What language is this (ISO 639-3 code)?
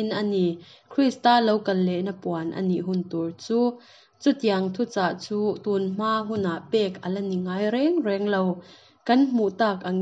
cnh